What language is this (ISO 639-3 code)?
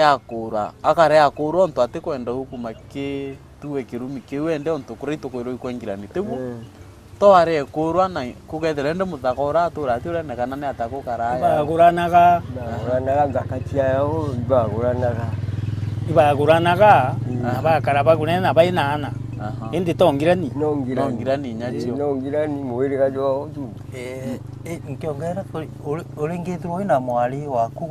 mer